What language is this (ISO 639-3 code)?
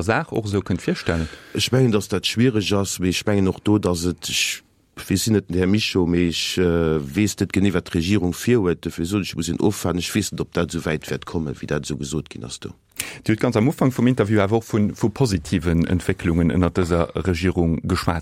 ltz